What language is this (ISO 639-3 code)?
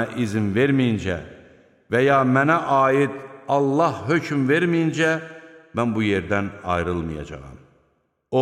aze